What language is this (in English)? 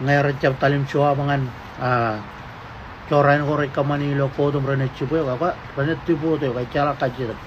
Marshallese